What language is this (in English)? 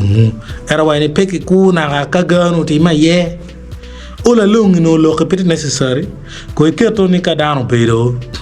Acoli